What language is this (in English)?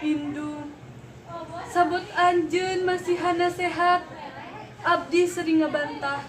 Sundanese